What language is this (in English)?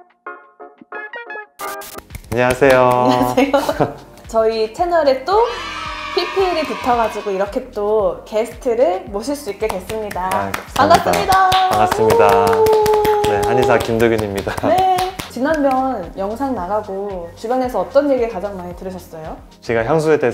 Korean